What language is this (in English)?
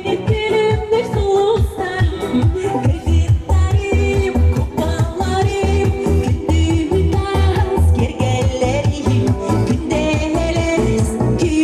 Yakut